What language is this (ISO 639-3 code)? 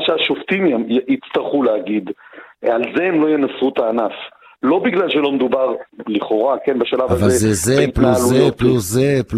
heb